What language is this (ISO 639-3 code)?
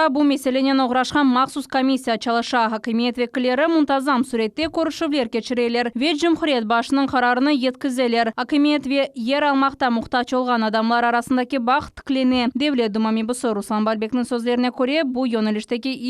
crh